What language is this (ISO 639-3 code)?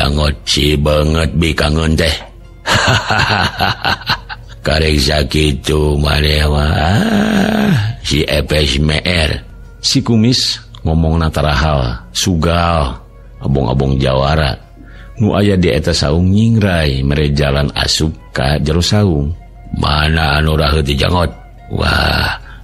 sun